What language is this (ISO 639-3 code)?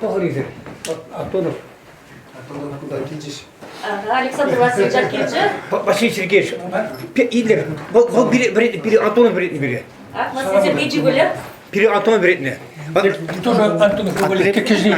chv